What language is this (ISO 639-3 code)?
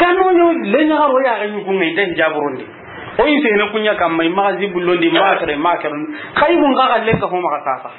snk